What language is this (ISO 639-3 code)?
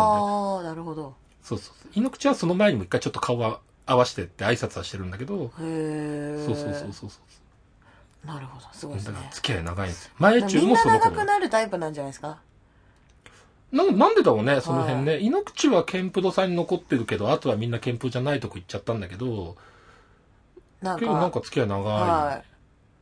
jpn